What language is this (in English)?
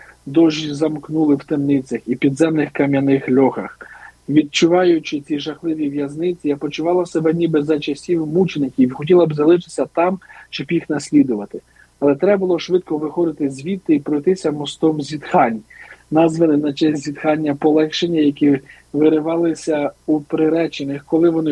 Ukrainian